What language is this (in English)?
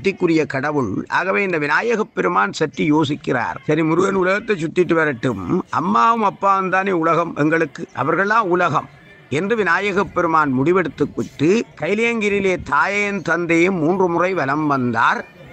Tamil